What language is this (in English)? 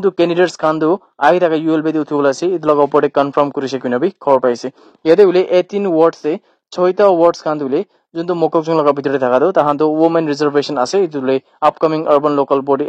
Naga Pidgin